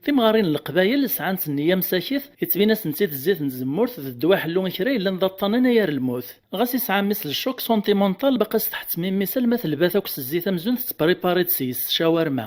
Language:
Kabyle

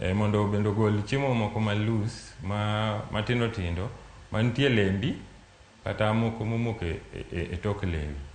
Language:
Luo (Kenya and Tanzania)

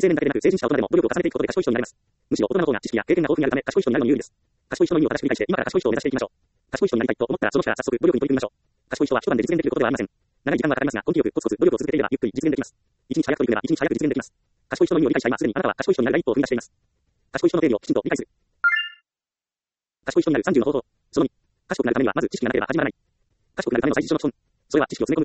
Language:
Japanese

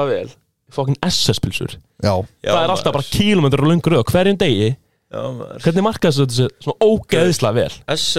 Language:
Icelandic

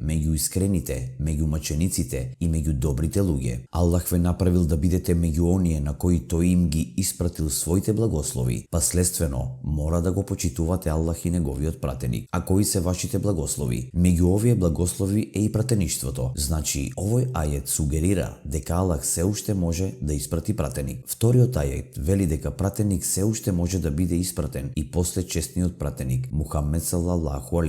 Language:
Macedonian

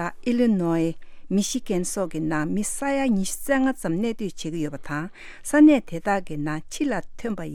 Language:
Tibetan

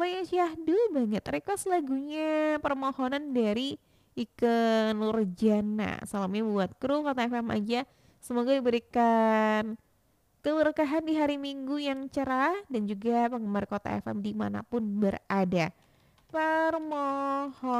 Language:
Indonesian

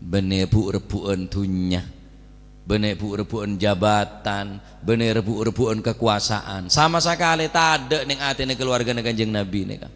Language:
Madurese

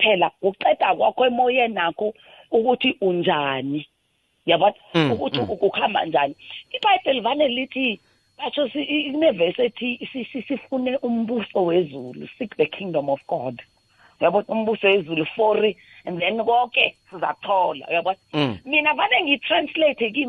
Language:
South Ndebele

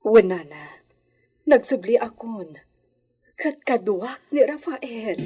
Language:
Iloko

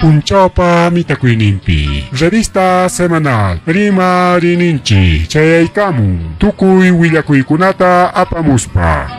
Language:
Ayacucho Quechua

